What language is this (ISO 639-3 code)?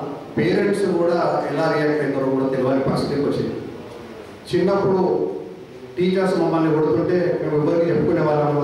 tel